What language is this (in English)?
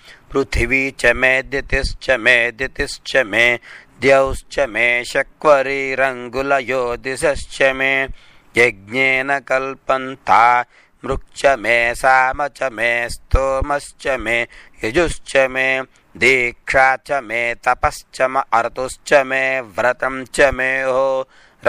Sanskrit